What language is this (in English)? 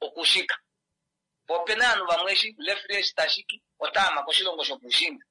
Kuanyama